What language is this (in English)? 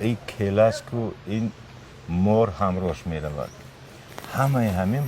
Tajik